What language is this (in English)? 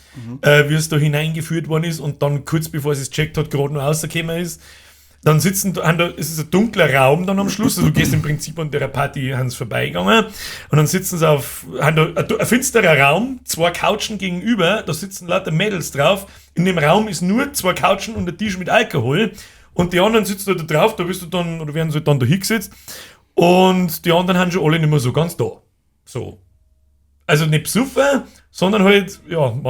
Bavarian